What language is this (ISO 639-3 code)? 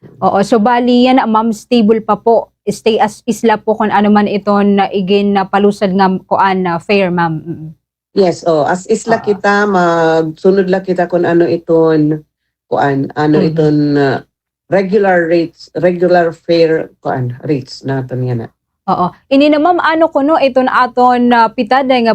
war